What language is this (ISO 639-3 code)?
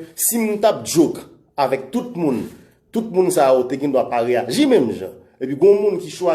hat